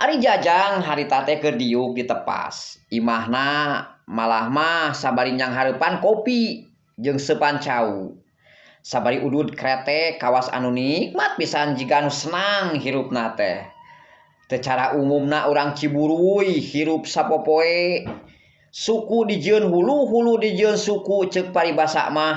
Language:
Sundanese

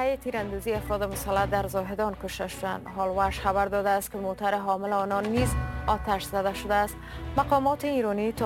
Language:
Persian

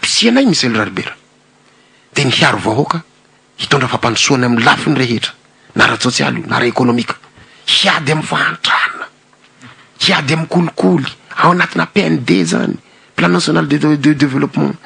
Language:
Malagasy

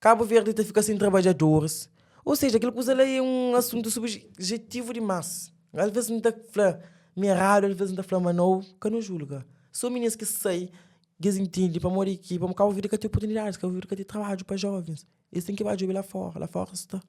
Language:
Kabuverdianu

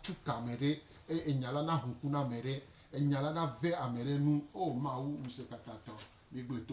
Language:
Gen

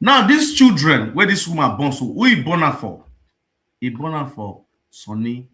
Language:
Nigerian Pidgin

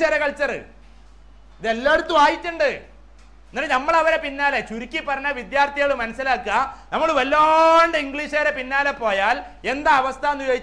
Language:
Malayalam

